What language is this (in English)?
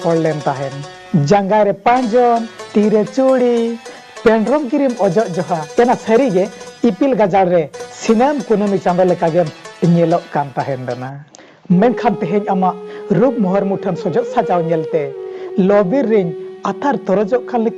Santali